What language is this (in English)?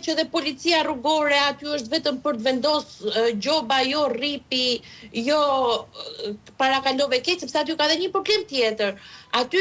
Albanian